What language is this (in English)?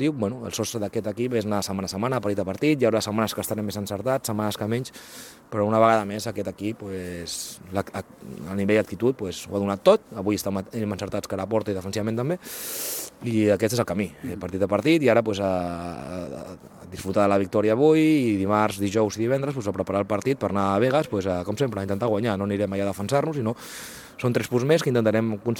Catalan